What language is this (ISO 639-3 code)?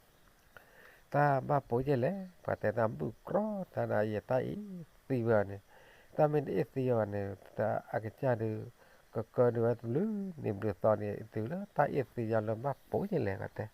ksw